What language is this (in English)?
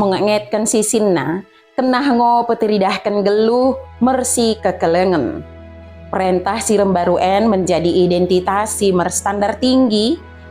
Batak Dairi